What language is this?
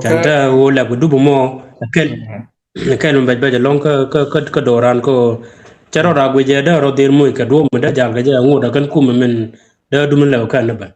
Nuer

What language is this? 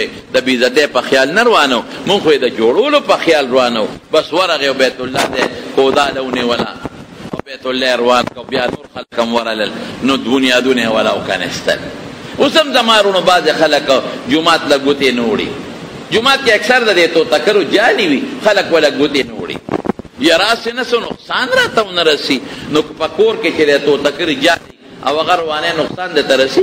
Pashto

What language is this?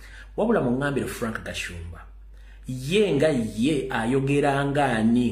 Ganda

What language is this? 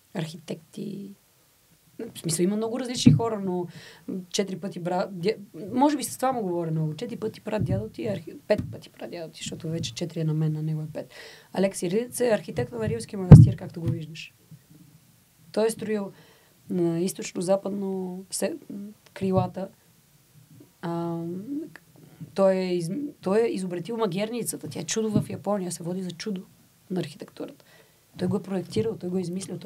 Bulgarian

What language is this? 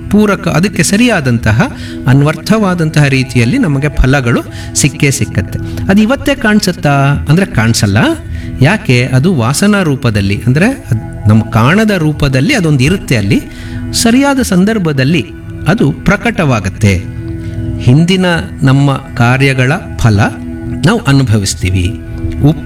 Kannada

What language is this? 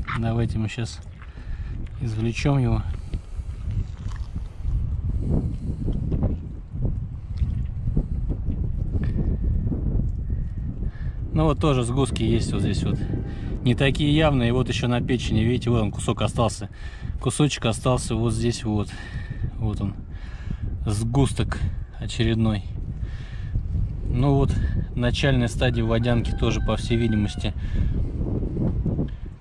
Russian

